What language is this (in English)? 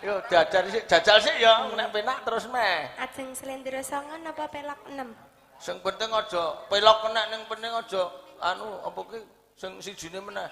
Javanese